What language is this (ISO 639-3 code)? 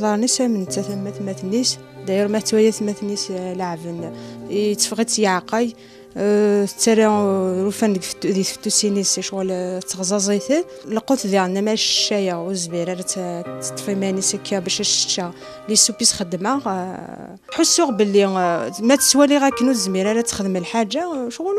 kab